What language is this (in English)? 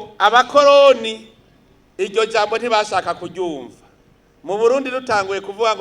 Rundi